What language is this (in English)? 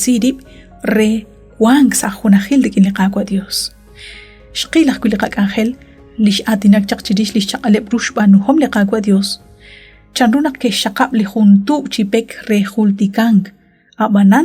Kekchí